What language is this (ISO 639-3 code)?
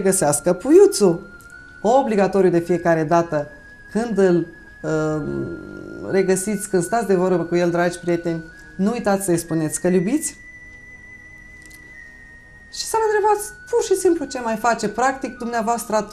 ron